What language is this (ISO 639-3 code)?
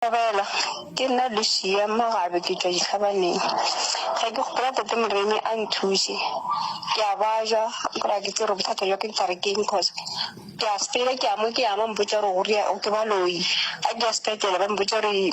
nso